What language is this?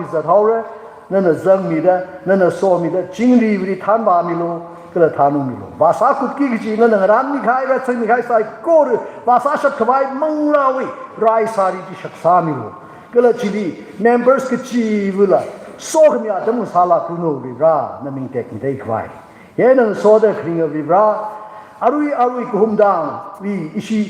Tangkhul Naga (India)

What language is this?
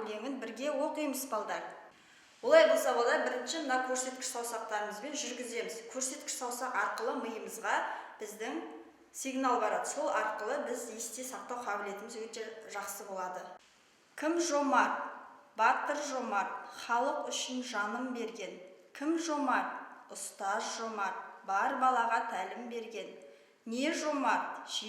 Kazakh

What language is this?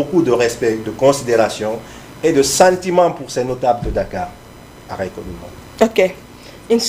Fula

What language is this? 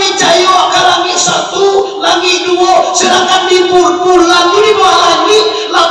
Minangkabau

